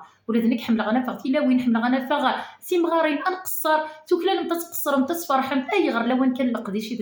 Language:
Kabyle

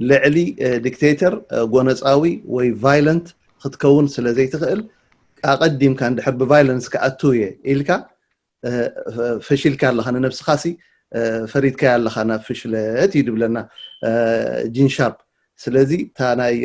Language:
Tigrinya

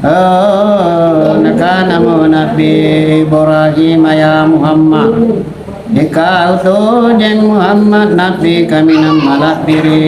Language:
Makasar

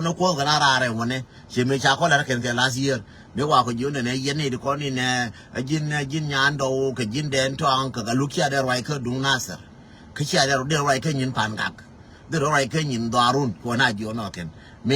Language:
Nuer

